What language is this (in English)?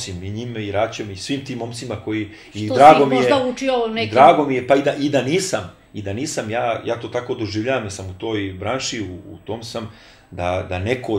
Serbian